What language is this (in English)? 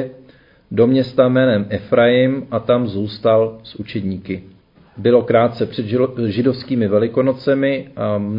Czech